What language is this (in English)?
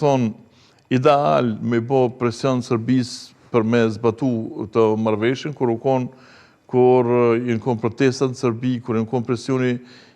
Albanian